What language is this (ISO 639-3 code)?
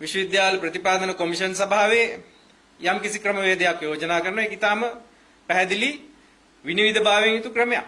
sin